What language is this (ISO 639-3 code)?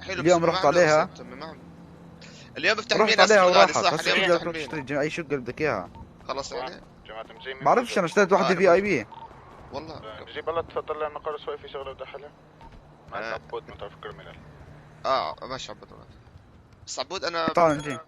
apc